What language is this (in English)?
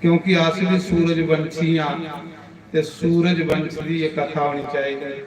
Dogri